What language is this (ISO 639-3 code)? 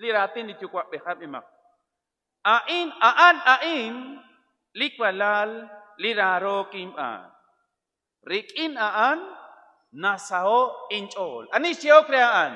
kek